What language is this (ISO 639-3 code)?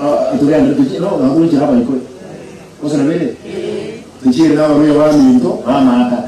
guz